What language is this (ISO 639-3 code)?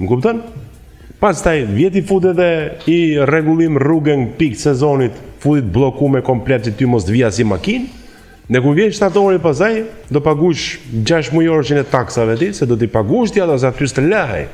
sqi